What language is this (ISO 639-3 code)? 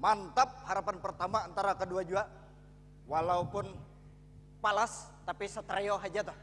bjn